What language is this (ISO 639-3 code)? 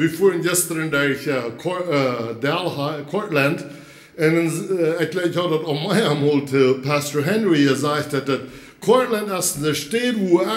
pdt